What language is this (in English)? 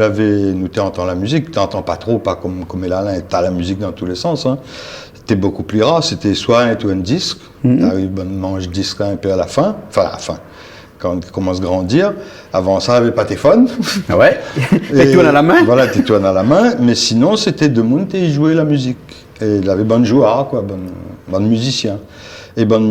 Réunion Creole French